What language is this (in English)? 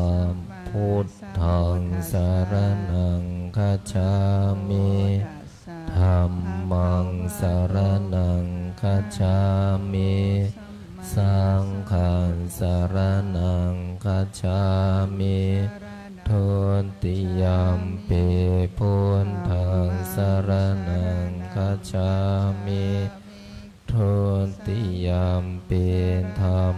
Pali